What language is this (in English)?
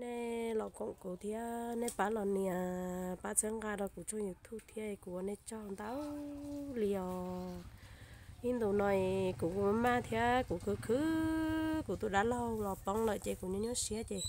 Hmong